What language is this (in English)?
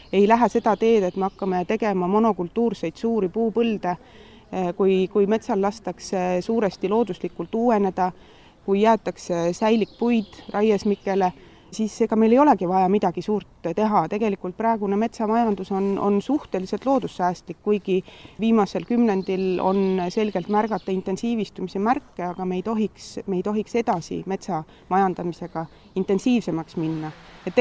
Estonian